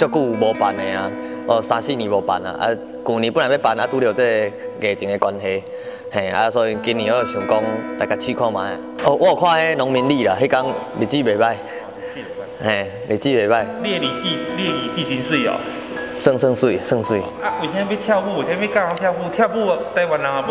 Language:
Min Nan Chinese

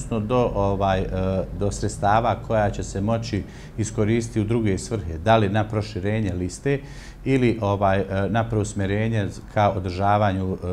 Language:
Bosnian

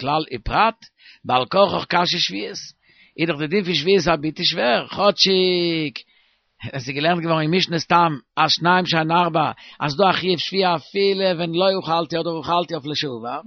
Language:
Yiddish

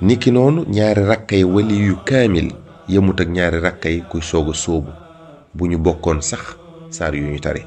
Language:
Wolof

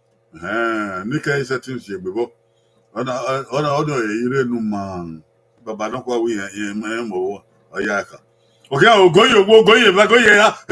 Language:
Bini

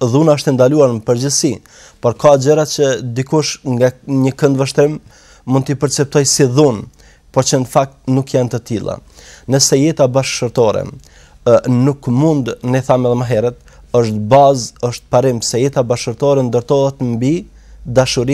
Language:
Albanian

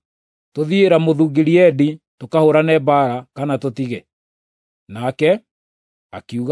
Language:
Kikuyu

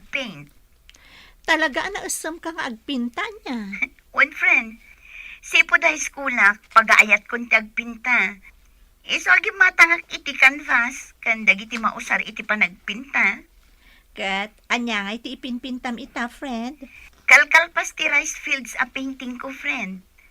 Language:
Iloko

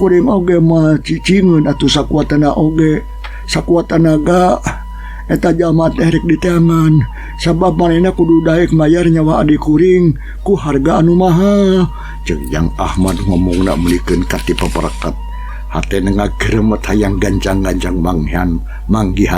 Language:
Sundanese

